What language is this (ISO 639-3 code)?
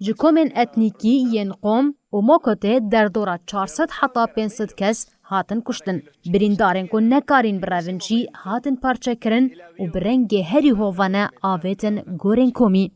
kur